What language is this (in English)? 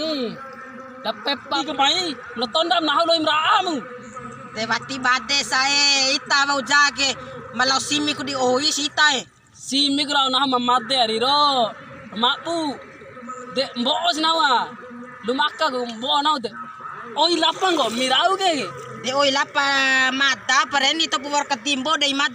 Bima